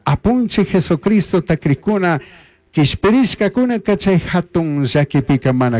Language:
Chimborazo Highland Quichua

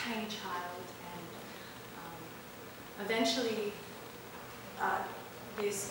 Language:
English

